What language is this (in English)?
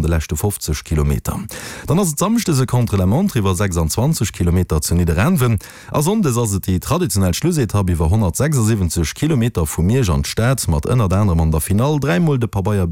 Luxembourgish